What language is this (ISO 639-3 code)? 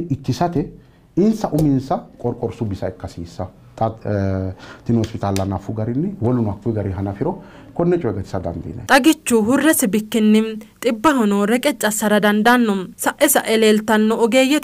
sid